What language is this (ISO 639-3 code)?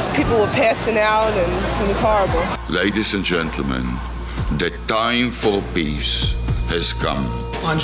eng